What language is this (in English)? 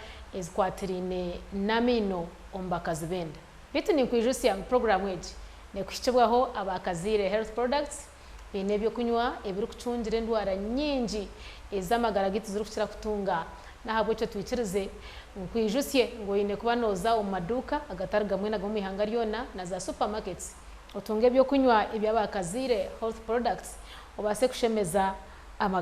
Nyankole